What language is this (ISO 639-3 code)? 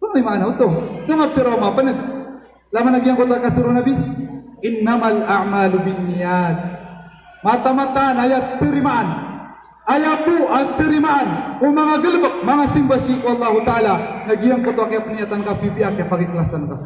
mrw